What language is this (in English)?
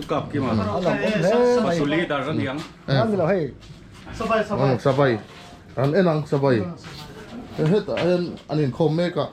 Mizo